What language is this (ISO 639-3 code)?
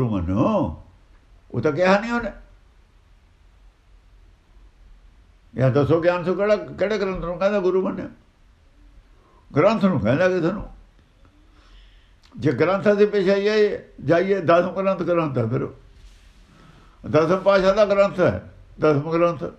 pan